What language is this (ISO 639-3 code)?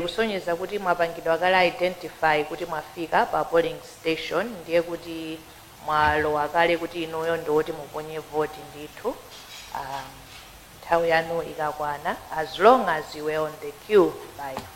nya